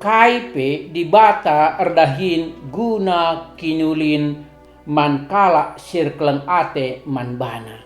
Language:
Batak Karo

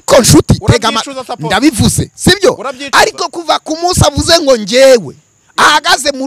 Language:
Kinyarwanda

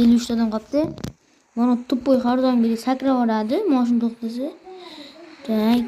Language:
Uzbek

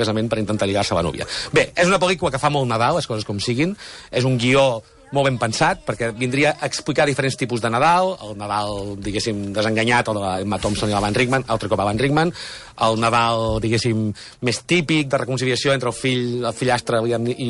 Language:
Catalan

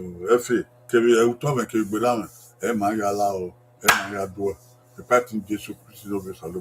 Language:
Bini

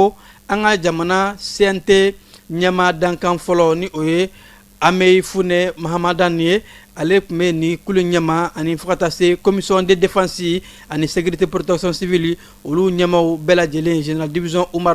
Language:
Bambara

